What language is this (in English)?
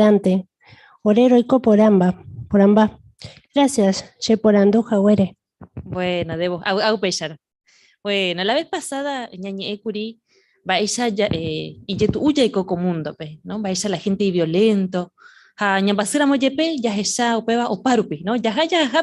Guarani